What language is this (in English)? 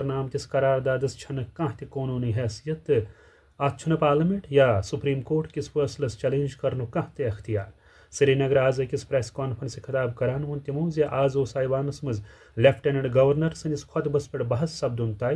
Kashmiri